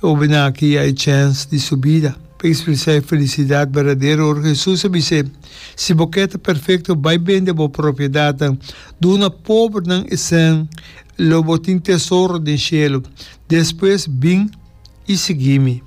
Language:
Papiamento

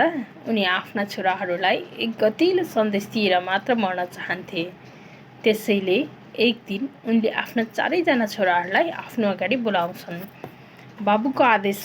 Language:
Nepali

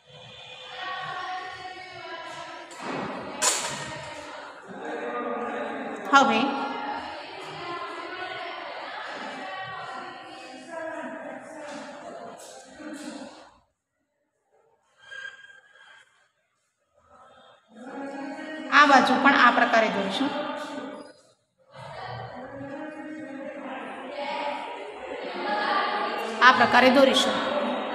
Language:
Gujarati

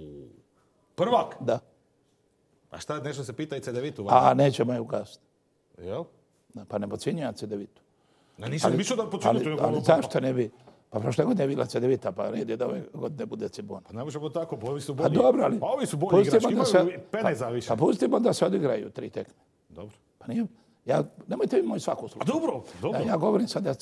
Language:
Croatian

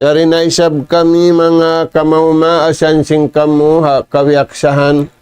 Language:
Tausug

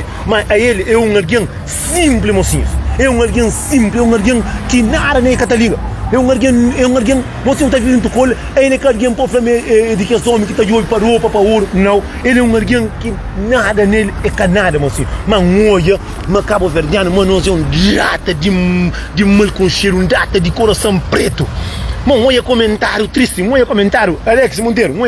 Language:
Kabuverdianu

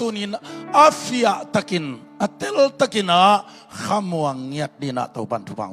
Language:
Tedim Chin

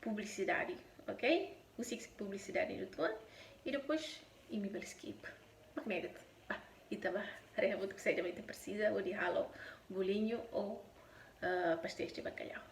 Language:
Tetum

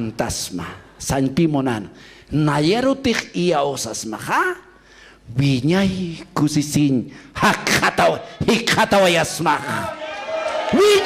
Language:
Aymara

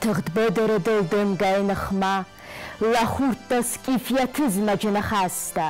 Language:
Ossetic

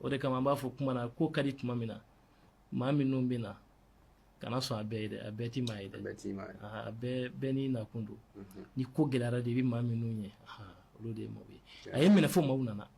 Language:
Bambara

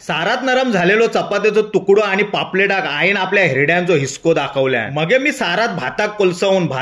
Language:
Konkani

